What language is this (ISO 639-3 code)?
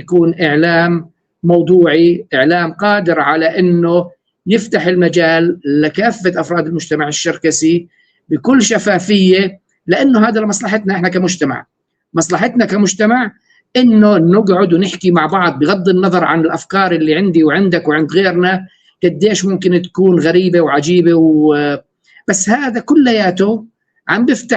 apc